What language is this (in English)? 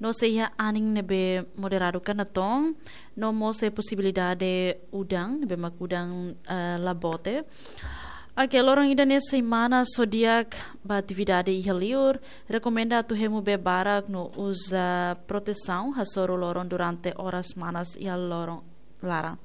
Tetum